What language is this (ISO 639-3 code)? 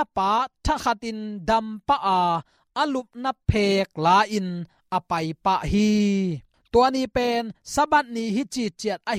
ctd